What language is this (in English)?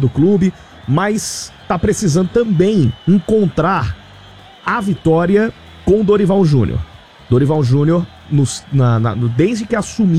Portuguese